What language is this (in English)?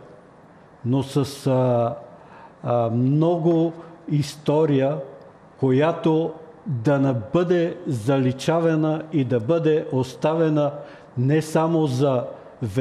Bulgarian